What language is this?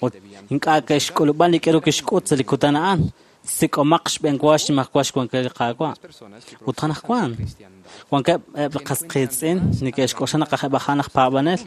Kekchí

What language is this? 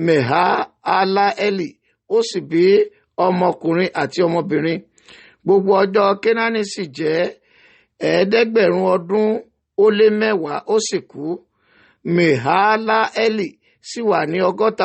Yoruba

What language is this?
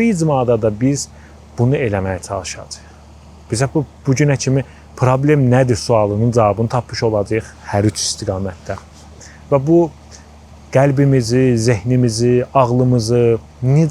Azerbaijani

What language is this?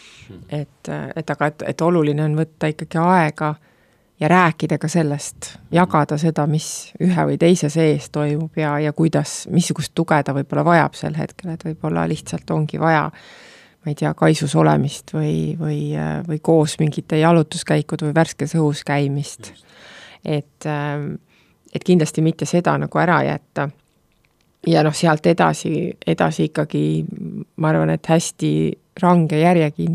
Estonian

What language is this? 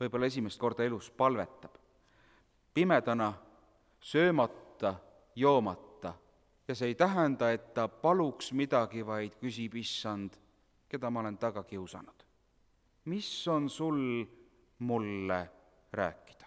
Estonian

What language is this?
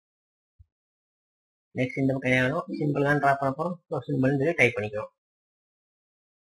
Tamil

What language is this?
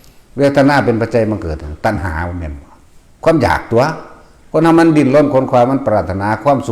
Northeastern Thai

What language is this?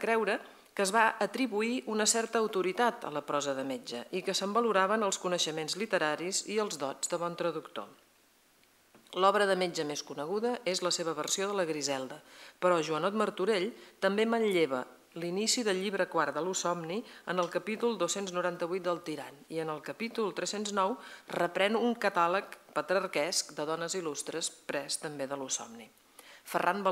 Catalan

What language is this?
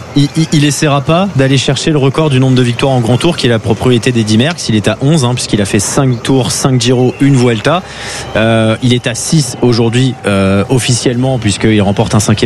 French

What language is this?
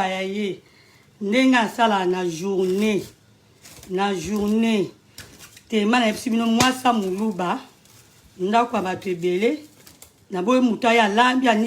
Lingala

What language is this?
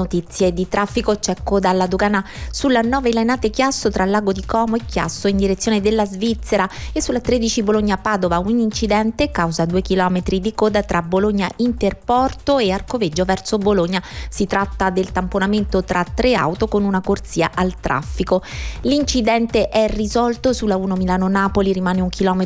Italian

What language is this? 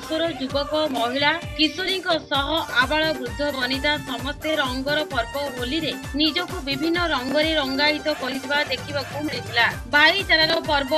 Odia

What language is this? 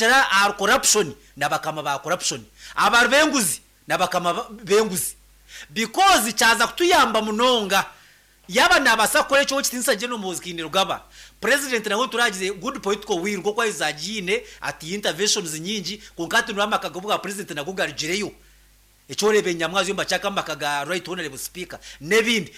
Nyankole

